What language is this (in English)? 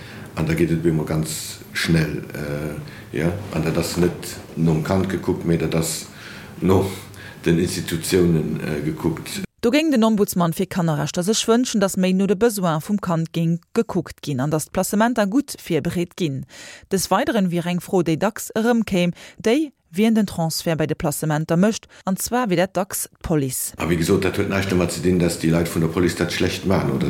Luxembourgish